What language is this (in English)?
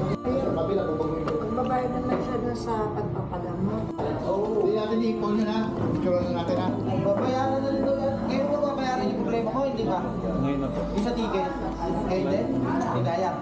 Filipino